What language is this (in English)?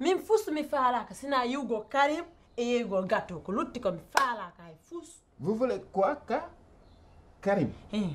Pular